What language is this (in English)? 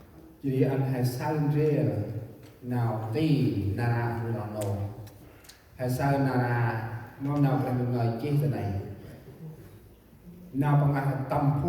Central Mnong